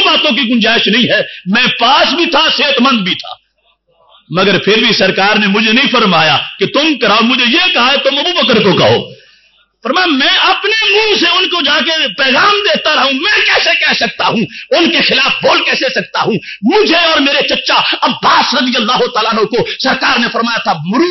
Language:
Urdu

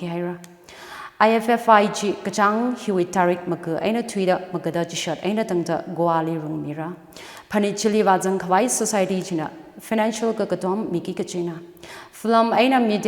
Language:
Tangkhul Naga (India)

